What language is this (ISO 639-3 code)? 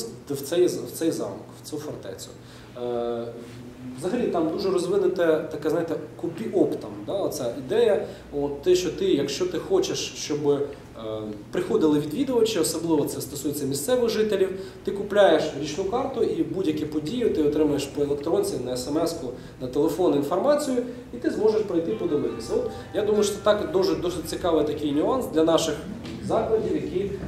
ukr